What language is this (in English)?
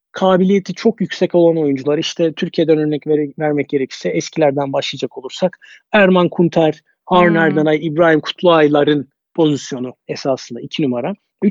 Turkish